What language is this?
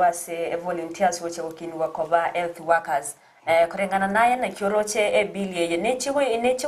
Gusii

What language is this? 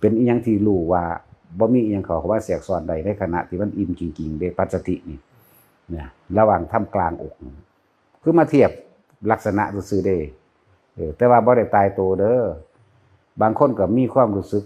Northeastern Thai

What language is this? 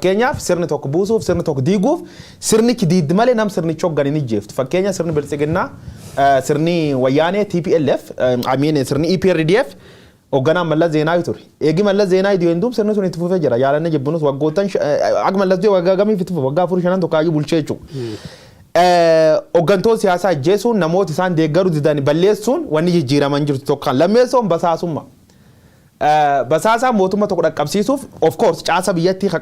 Oromo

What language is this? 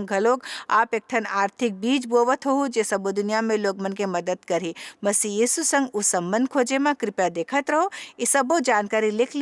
Chhattisgarhi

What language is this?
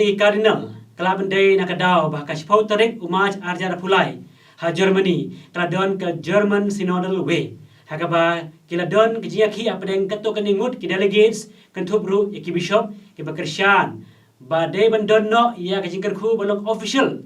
Khasi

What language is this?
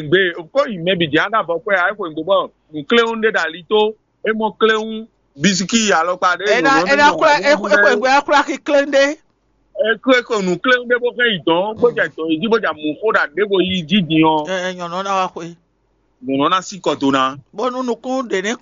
Fon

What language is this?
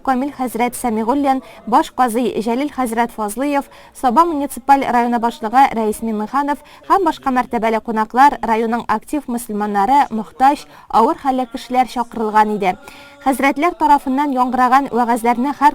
Tatar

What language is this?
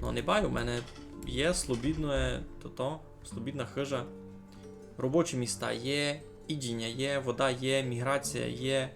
Rusyn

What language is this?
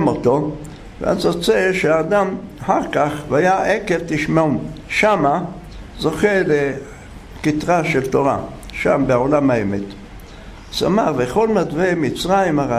Hebrew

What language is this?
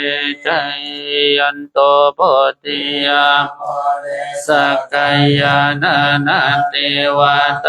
Pali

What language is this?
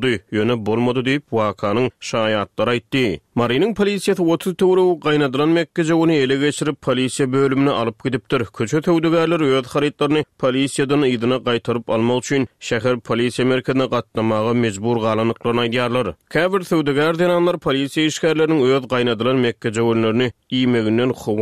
Turkmen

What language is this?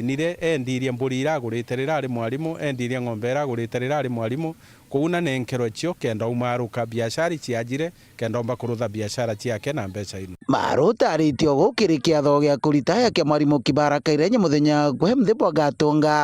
Meru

